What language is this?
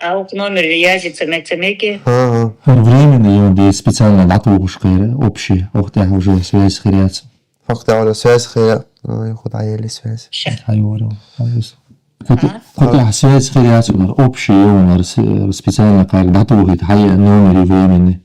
Chechen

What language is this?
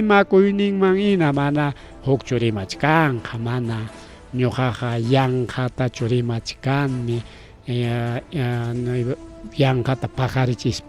Ayacucho Quechua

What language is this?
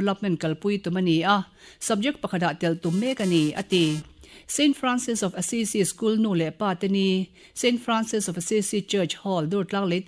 Mizo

